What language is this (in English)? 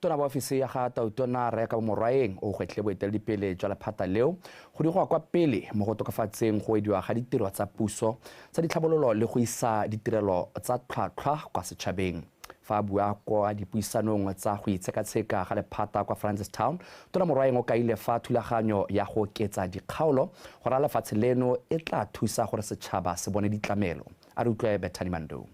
Tswana